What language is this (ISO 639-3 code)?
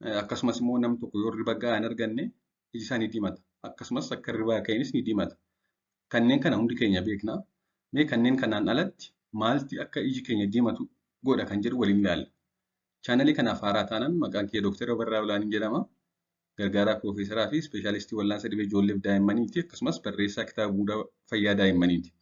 orm